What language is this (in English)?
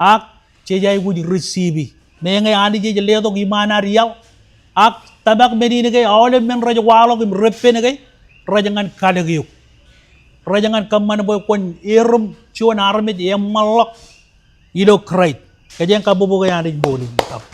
Marshallese